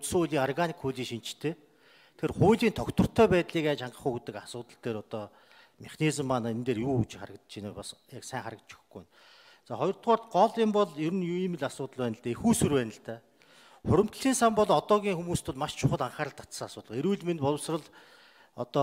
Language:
Mongolian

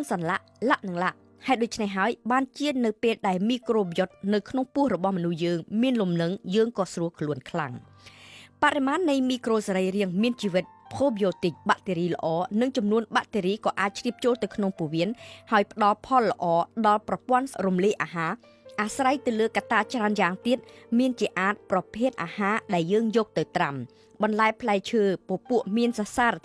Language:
Khmer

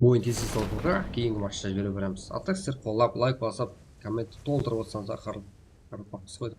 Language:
Kara-Kalpak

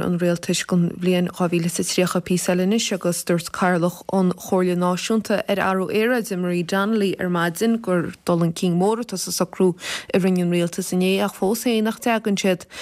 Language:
Irish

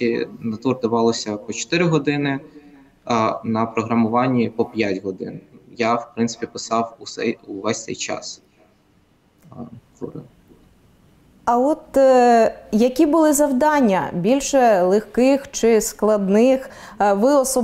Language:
Ukrainian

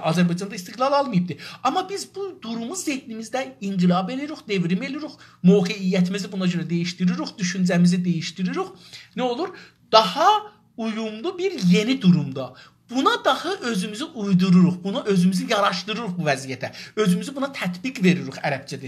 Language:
South Azerbaijani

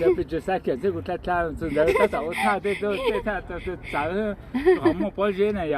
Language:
Hmong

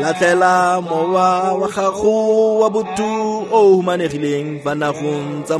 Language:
Tswana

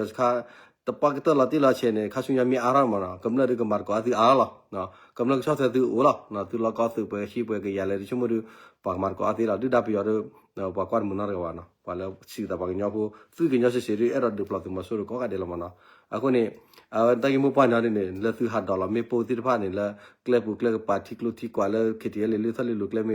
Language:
S'gaw Karen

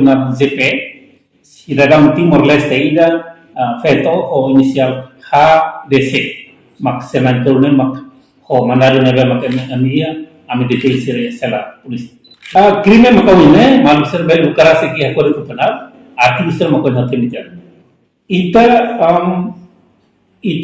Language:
Tetum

